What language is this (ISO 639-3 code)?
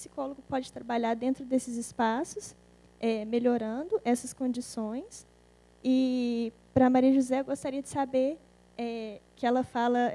por